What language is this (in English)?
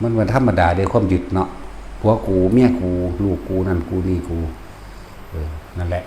Northeastern Thai